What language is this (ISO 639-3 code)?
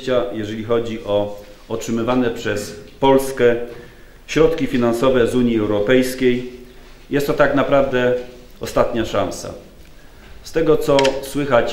pol